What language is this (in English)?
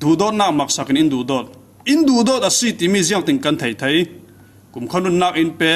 Falam Chin